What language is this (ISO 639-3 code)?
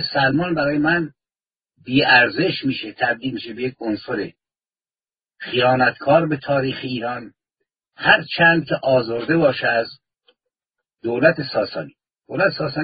fas